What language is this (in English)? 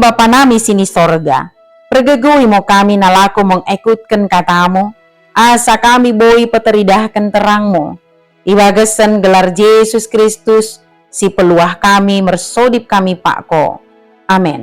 Batak Dairi